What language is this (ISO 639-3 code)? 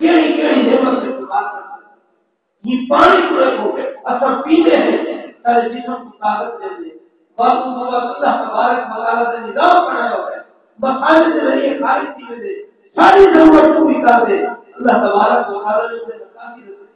skr